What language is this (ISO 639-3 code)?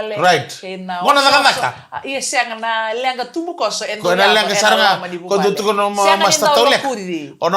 fij